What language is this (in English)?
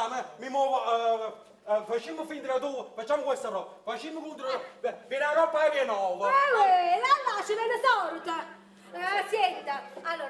Neapolitan